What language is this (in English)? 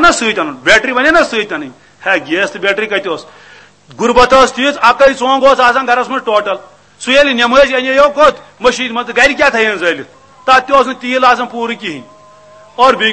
Kashmiri